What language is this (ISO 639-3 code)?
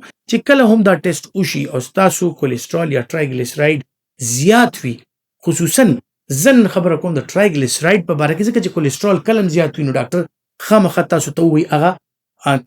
pus